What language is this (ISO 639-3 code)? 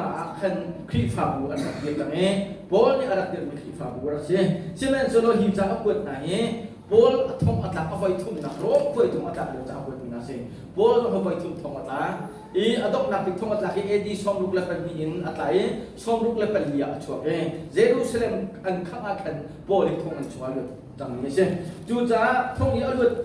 cnh